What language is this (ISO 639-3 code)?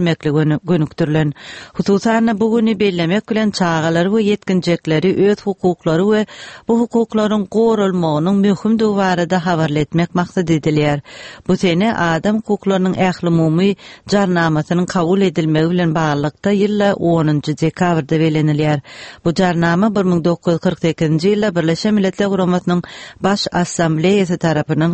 tuk